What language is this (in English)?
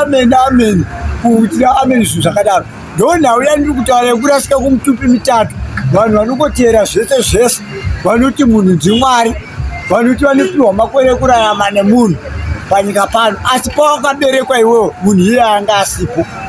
Shona